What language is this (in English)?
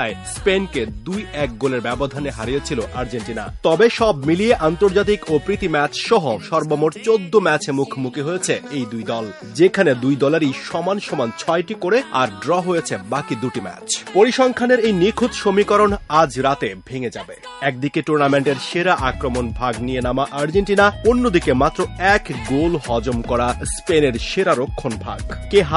Bangla